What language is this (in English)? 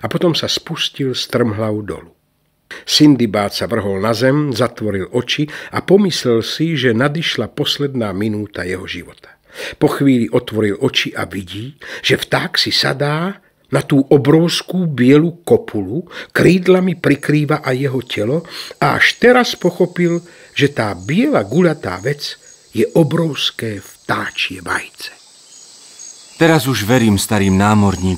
Slovak